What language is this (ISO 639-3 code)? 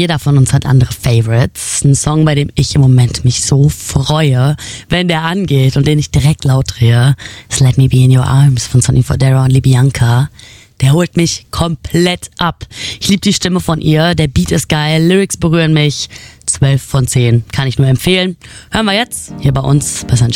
deu